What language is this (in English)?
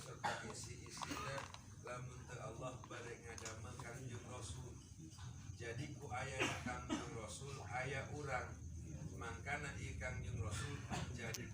Sundanese